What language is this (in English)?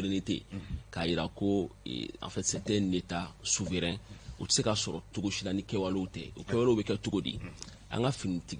Bambara